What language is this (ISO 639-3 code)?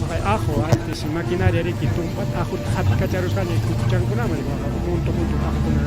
quy